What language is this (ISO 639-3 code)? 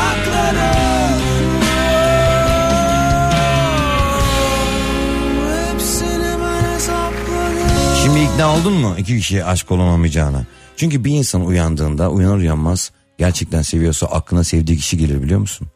tur